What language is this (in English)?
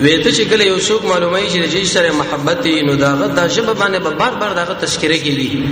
Pashto